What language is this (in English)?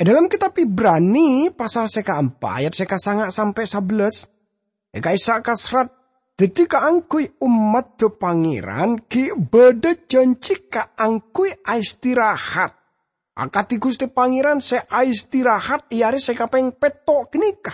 Madurese